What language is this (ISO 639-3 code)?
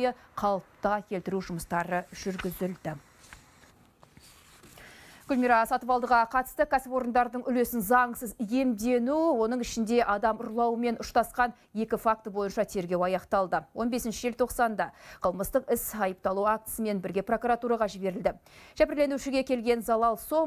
kaz